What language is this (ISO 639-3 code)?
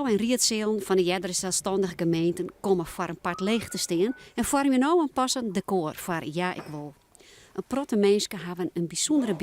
fry